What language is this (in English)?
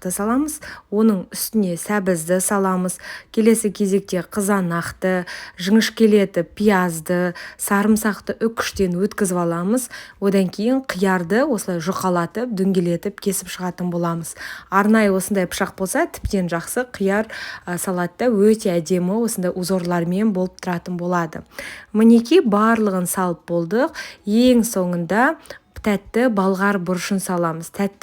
Kazakh